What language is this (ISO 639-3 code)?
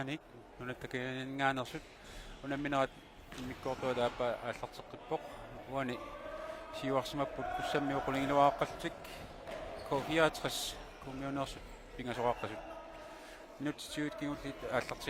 kal